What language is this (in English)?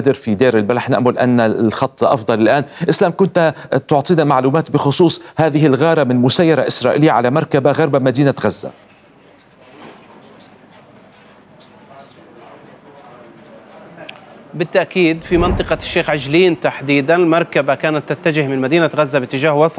Arabic